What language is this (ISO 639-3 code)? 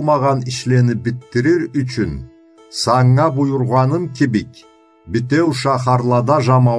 krc